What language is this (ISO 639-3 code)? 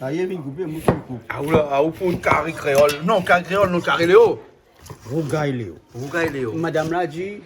rcf